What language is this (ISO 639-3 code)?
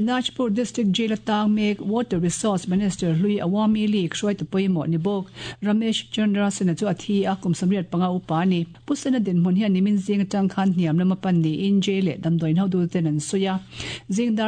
lus